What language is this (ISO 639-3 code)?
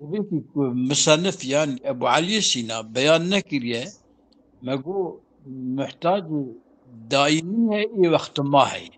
kur